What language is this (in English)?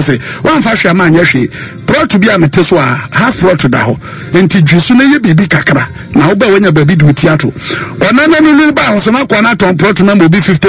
Akan